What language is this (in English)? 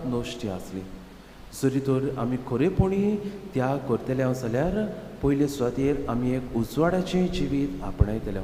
Konkani